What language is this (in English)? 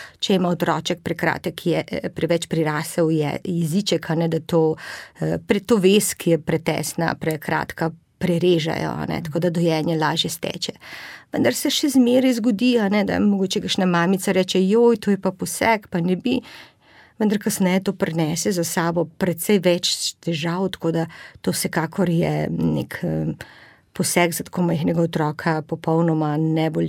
Slovenian